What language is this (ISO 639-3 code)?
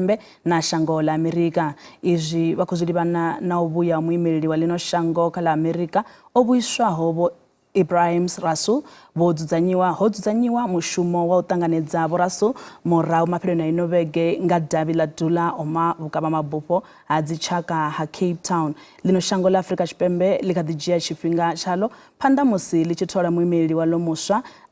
ven